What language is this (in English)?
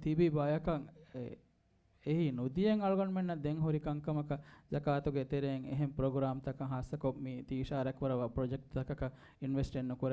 Divehi